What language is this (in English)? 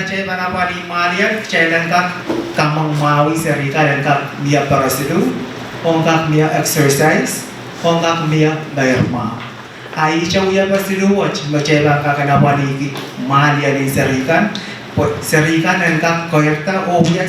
Pohnpeian